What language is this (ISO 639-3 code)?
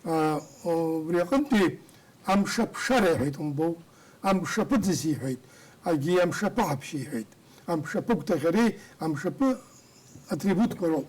abk